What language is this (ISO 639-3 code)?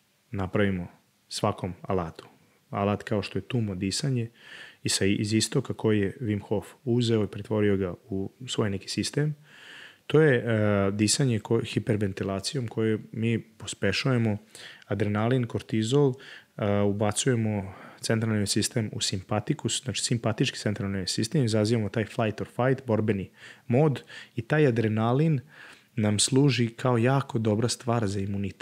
srp